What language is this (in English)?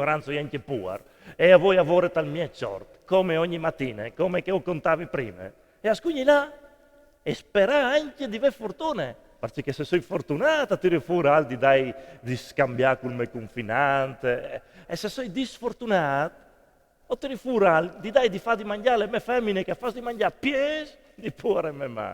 Friulian